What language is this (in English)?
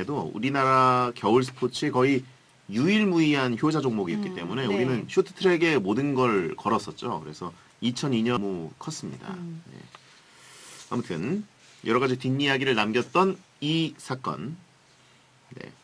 Korean